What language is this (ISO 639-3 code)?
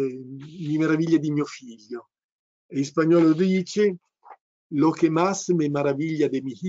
ita